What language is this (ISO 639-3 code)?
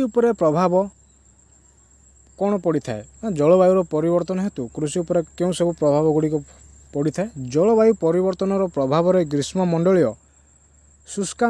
ori